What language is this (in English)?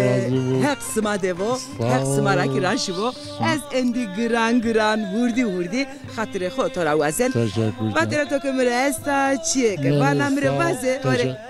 Zaza